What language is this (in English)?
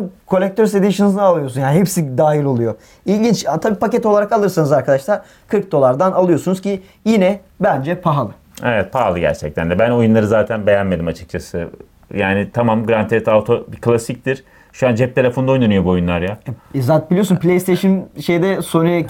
Turkish